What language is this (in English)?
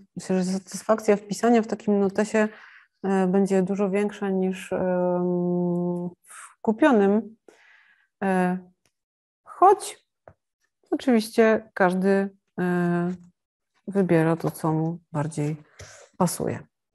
Polish